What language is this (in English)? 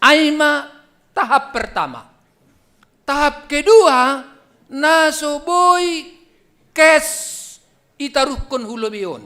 Batak Simalungun